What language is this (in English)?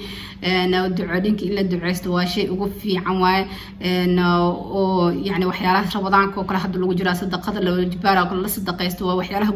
Somali